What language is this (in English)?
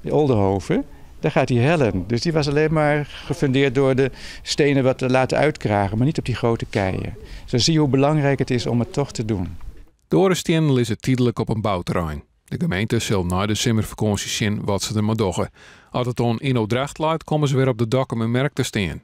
Western Frisian